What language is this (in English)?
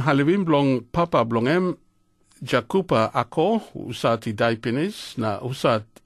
Tok Pisin